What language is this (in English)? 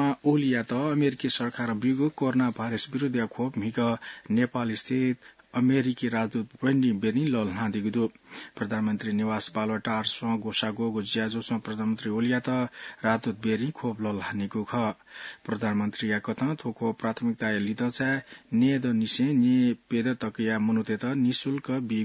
Newari